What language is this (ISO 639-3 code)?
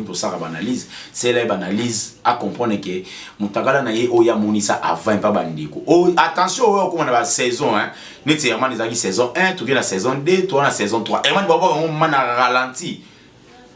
lin